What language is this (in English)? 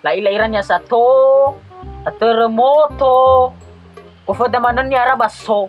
Nias